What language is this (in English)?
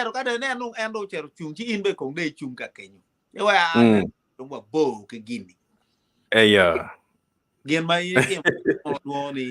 Acoli